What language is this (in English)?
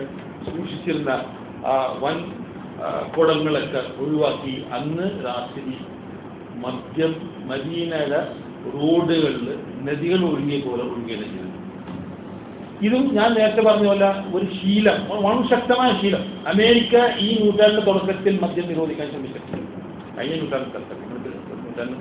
Malayalam